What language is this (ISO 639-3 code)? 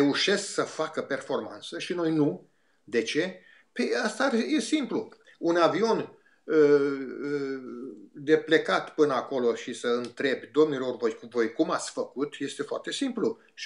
ron